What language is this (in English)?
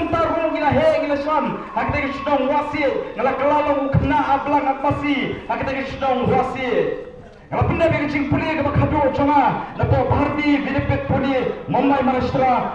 Khasi